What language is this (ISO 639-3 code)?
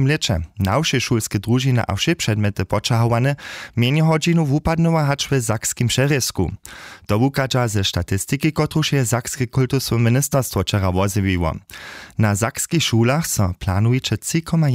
hsb